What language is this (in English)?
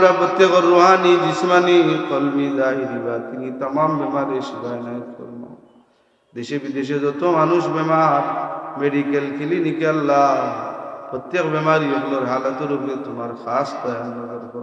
Sylheti